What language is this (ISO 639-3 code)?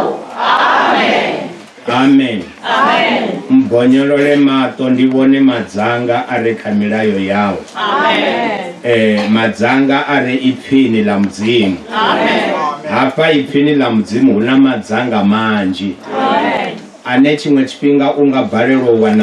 ven